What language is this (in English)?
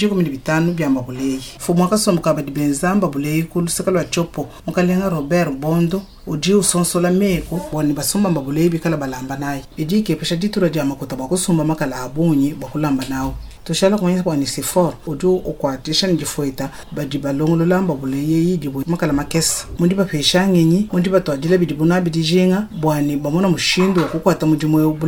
Luba-Lulua